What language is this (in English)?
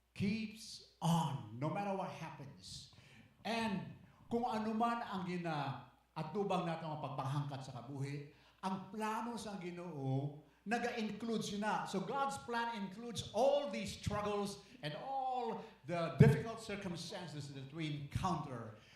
Hiligaynon